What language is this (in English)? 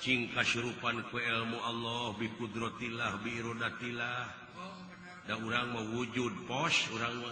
Sundanese